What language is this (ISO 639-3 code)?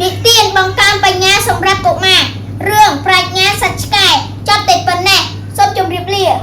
khm